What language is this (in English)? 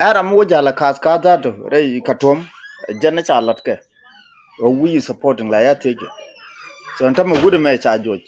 Nuer